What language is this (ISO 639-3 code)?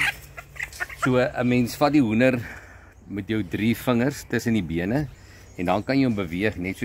afr